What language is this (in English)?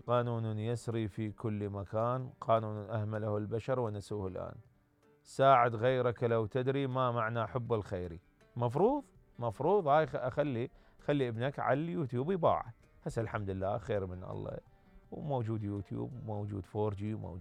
Mesopotamian Arabic